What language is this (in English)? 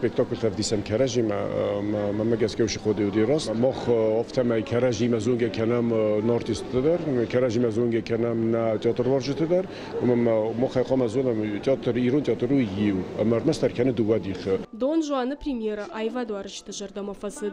Ossetic